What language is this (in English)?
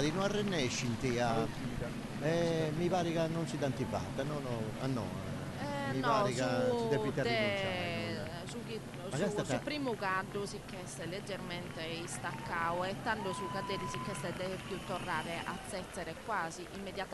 Sardinian